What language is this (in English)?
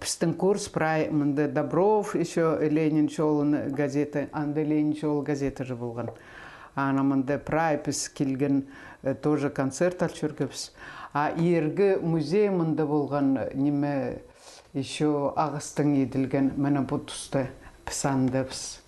Khakas